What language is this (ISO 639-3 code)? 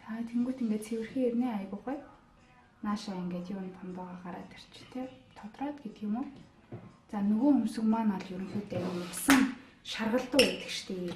mon